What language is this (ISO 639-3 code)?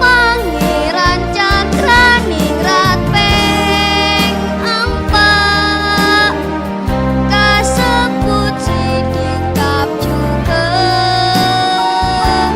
mad